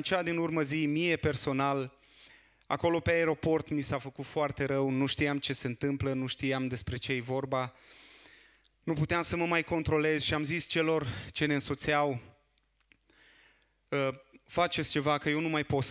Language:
Romanian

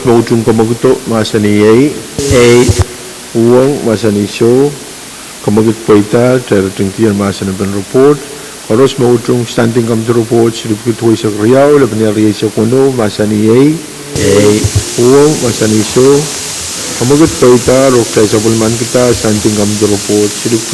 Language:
Pohnpeian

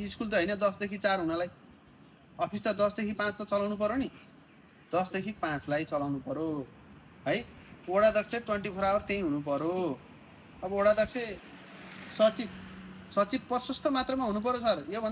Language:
Nepali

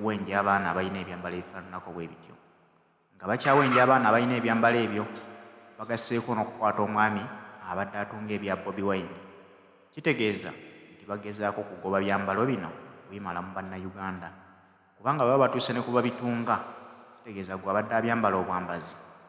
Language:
Ganda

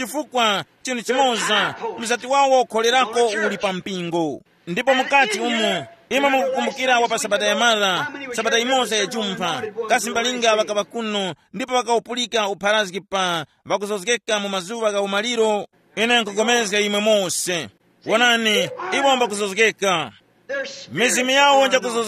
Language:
Tumbuka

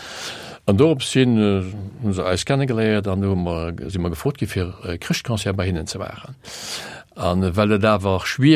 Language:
Luxembourgish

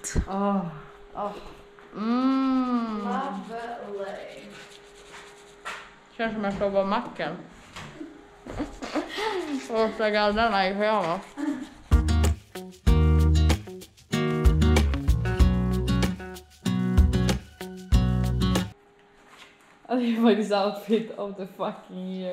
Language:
Swedish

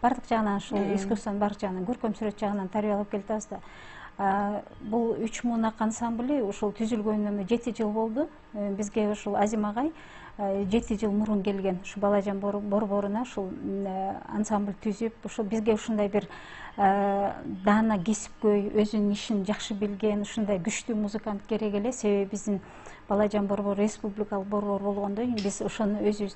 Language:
Kyrgyz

